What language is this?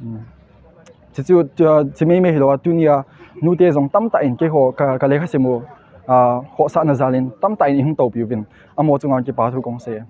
Paite Chin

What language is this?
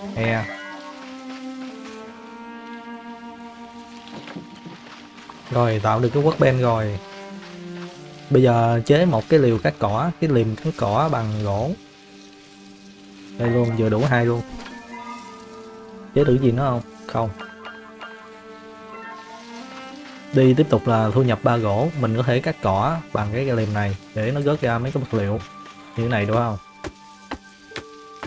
Vietnamese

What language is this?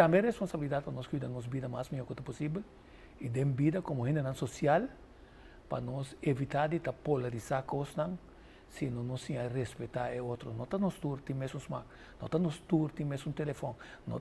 Papiamento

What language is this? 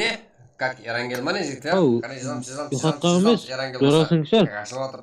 Kara-Kalpak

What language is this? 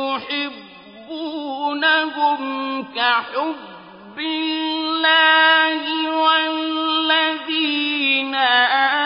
Tamil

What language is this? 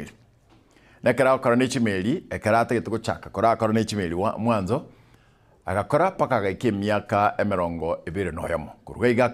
Gusii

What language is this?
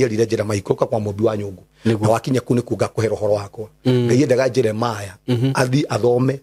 Kikuyu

